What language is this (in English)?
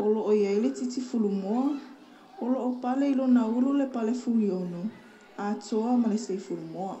Samoan